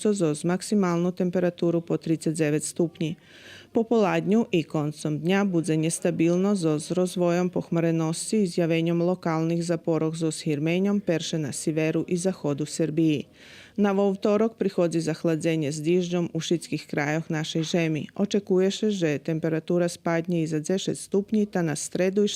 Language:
Rusyn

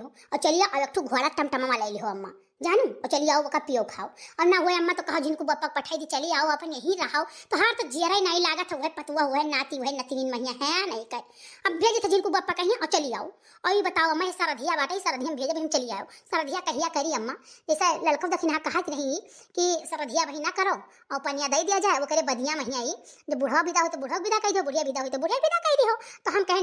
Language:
Awadhi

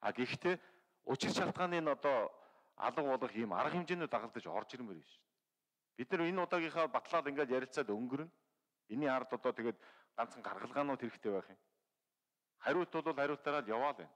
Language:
Mongolian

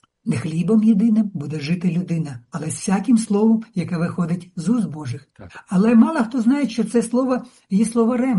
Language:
Ukrainian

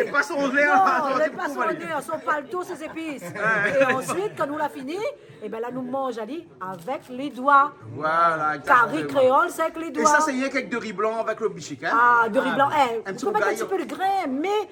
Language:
Réunion Creole French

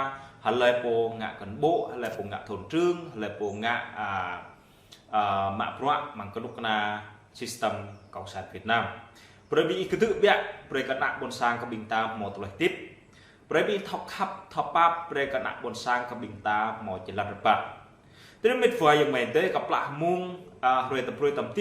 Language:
Jarai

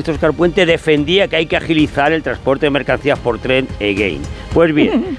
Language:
Spanish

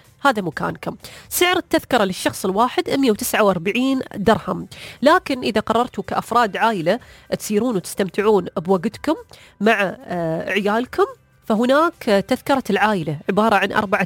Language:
Gulf Arabic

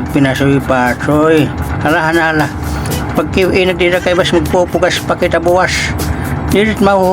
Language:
Waray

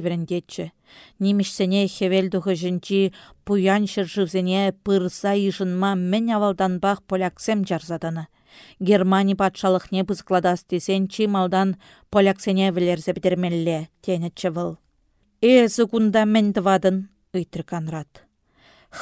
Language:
Chuvash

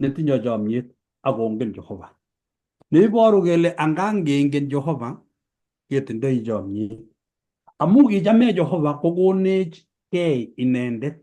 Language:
Kalenjin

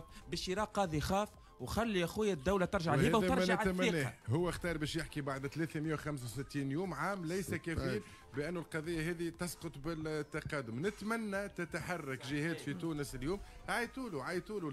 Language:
Tunisian Arabic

